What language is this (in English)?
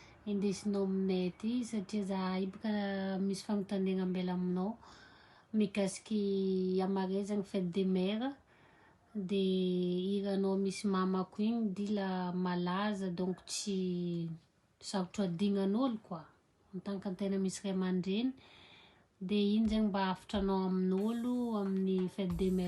Malagasy